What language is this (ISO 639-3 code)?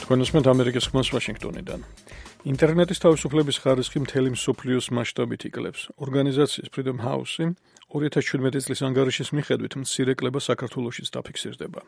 kat